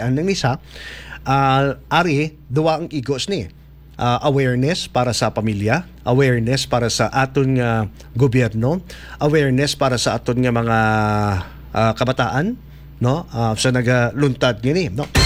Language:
Hiligaynon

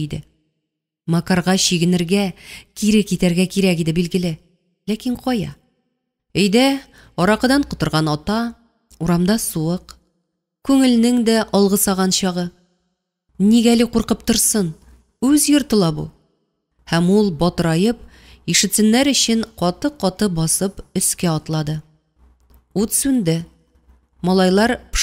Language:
Tatar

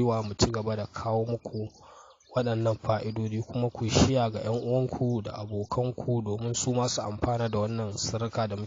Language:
Hausa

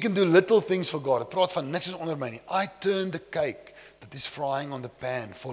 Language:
Afrikaans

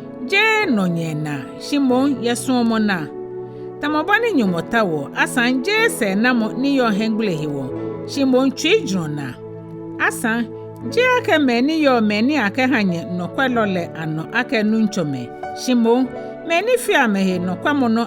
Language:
Ga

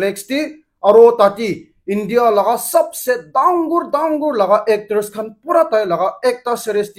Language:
Naga Pidgin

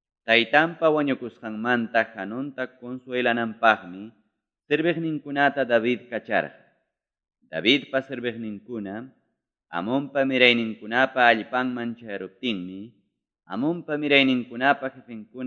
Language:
Ayacucho Quechua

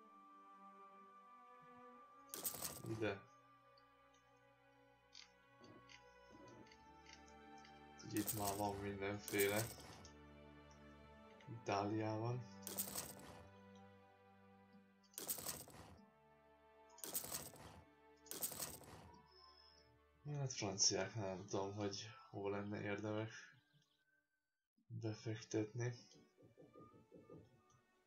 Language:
Hungarian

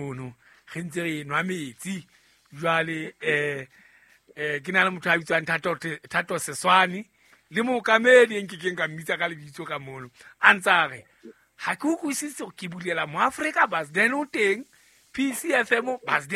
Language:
Southern Sotho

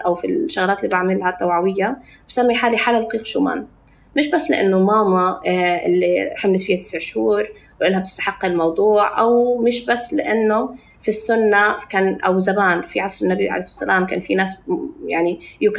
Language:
North Levantine Arabic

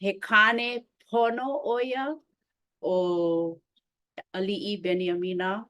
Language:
Hawaiian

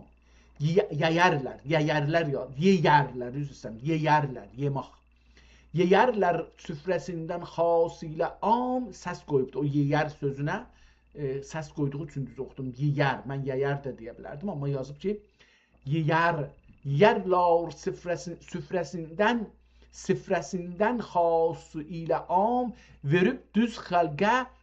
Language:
South Azerbaijani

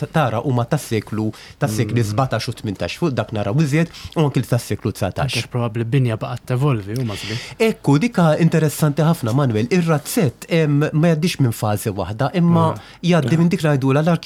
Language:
Maltese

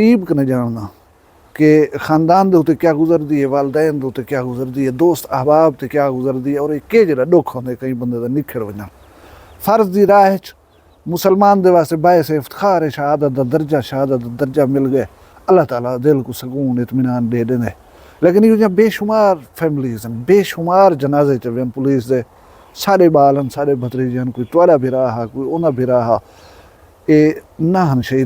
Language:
Saraiki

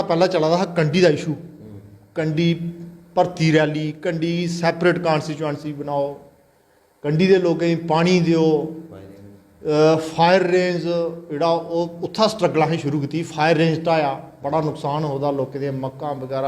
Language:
Dogri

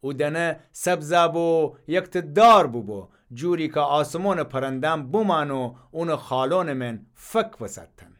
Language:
Gilaki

